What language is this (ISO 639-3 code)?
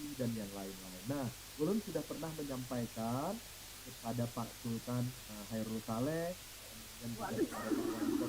bjn